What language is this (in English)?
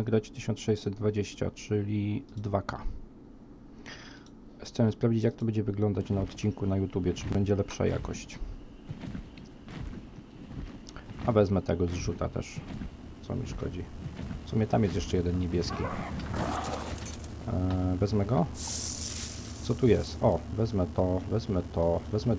Polish